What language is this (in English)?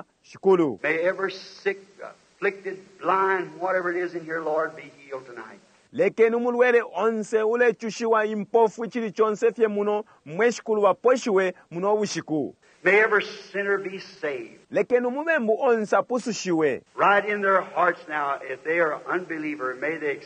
Bemba